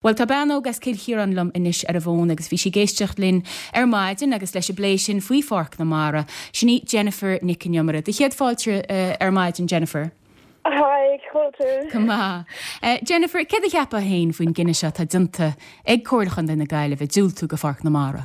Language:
Irish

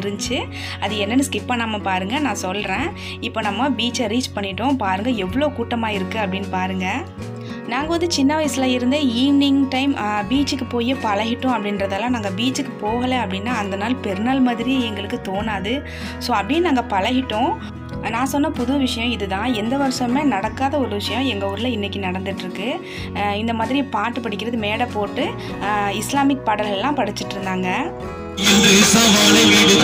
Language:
Tamil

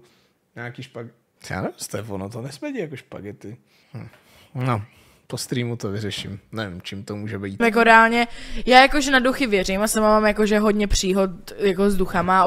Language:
Czech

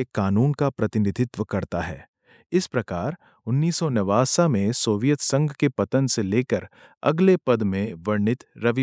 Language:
Hindi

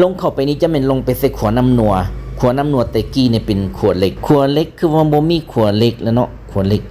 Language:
Lao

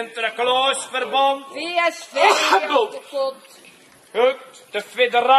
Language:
Limburgish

